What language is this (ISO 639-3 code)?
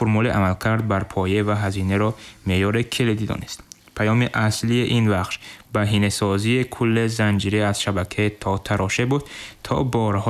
tgk